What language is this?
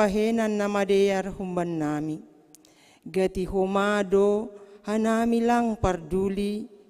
Batak Simalungun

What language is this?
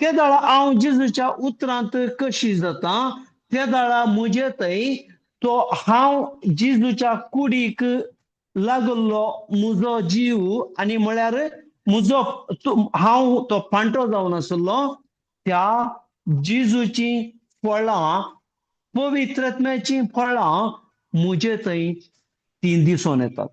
Konkani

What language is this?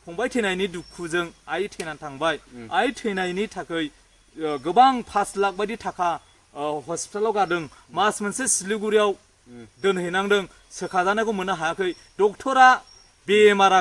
Bodo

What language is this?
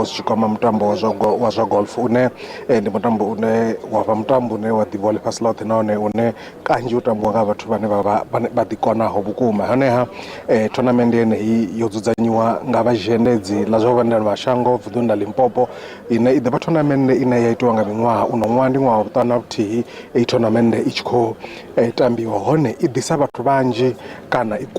Venda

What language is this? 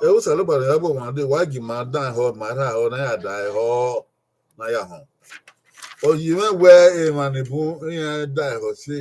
Bini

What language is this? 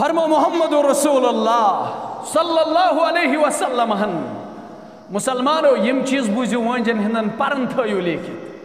Kashmiri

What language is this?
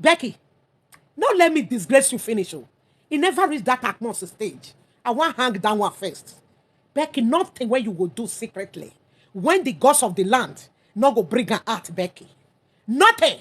Nigerian Pidgin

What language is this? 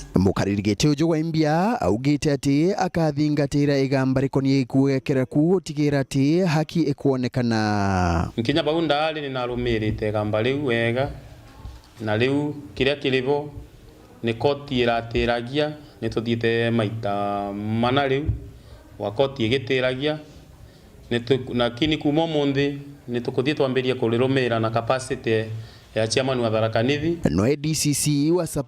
Meru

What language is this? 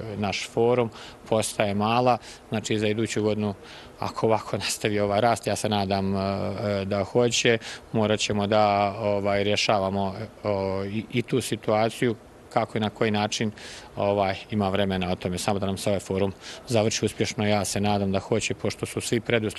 Bosnian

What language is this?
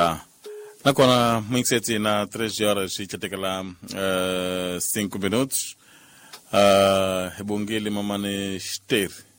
Tsonga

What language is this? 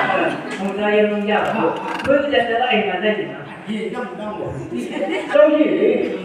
Chang Naga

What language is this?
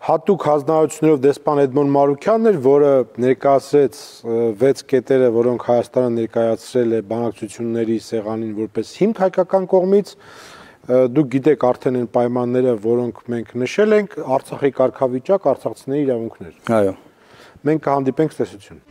Armenian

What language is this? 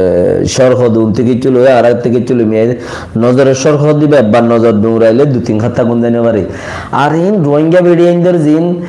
Rohingya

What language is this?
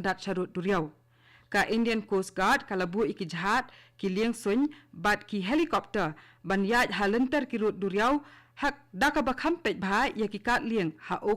Khasi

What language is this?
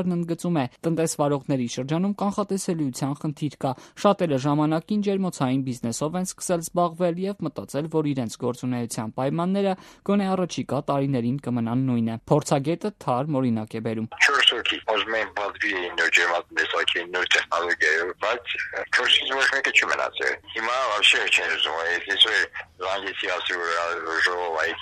Armenian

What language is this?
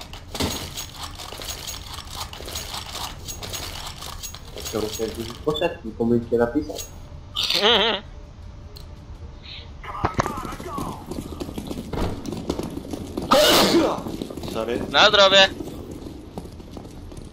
Polish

